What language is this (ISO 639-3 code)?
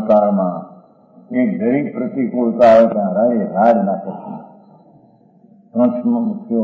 guj